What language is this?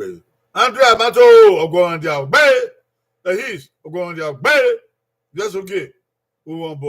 Bini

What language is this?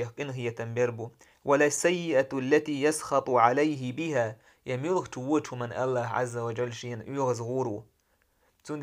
Chechen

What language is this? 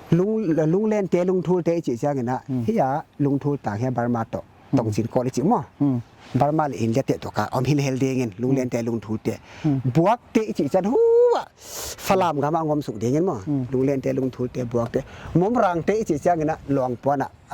Paite Chin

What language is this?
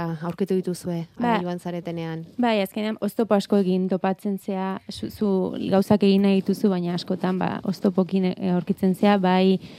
Basque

